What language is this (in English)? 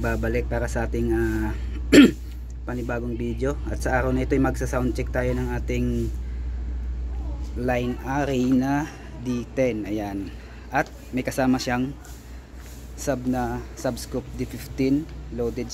Filipino